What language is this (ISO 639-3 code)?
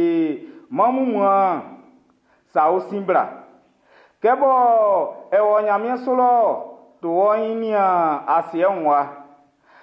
bci